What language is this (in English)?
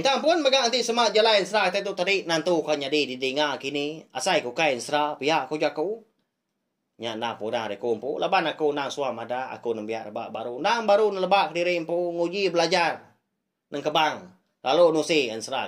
Iban